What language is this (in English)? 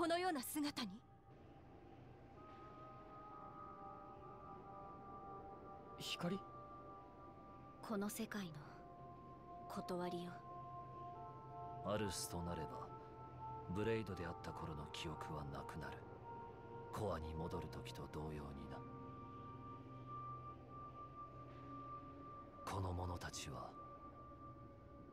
Japanese